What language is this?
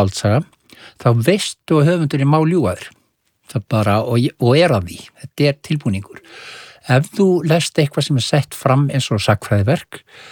Icelandic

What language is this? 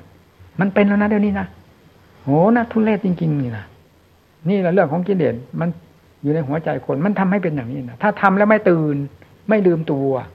Thai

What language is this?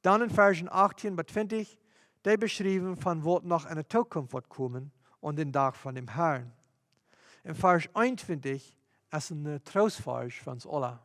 Plautdietsch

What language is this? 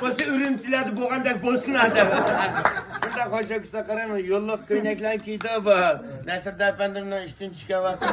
Uyghur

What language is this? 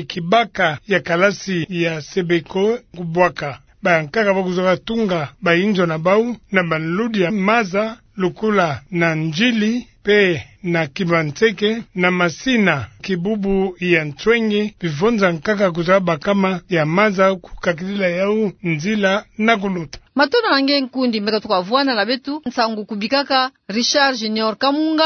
Kituba (Democratic Republic of Congo)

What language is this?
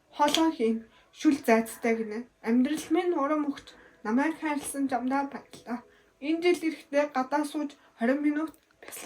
Mongolian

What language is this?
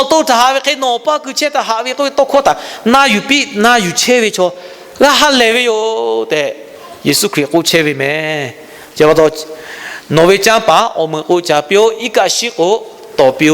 Lahu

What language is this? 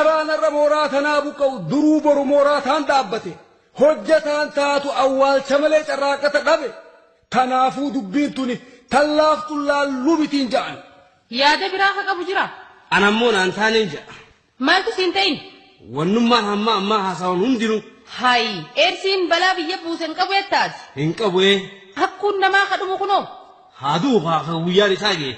Oromo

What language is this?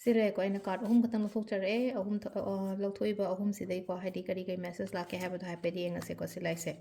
Manipuri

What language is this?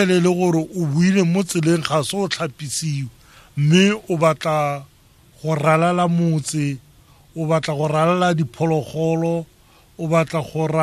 Tswana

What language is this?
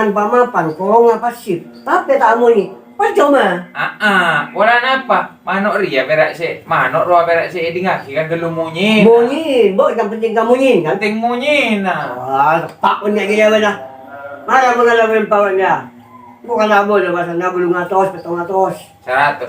Madurese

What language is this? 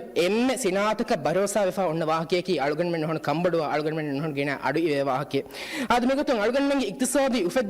Divehi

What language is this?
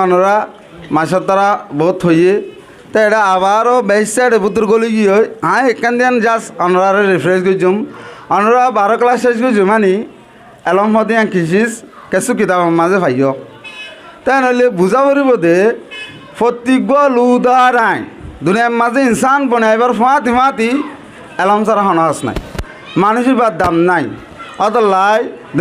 Rohingya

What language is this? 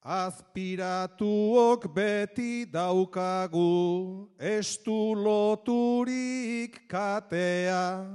Basque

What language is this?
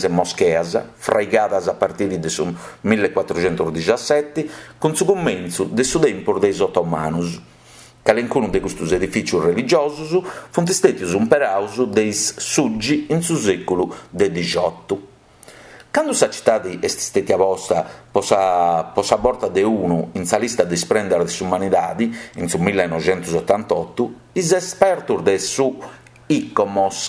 Sardinian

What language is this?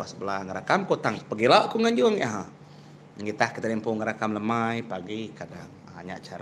Iban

